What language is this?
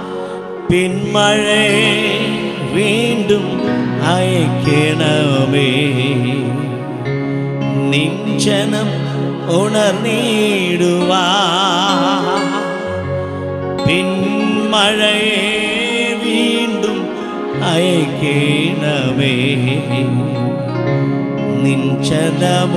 Malayalam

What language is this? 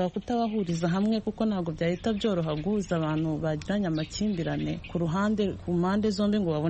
Kinyarwanda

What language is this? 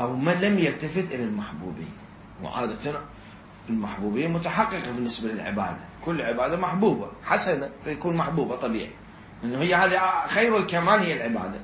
Mesopotamian Arabic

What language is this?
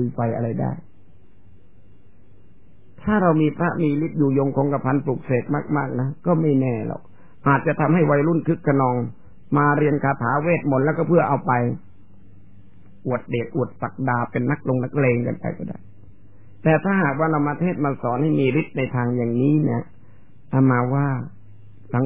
Thai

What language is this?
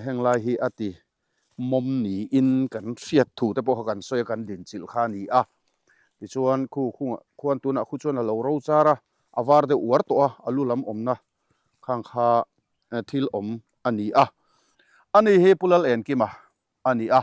Mizo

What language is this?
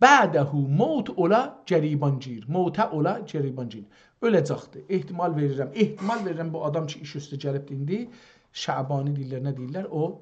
South Azerbaijani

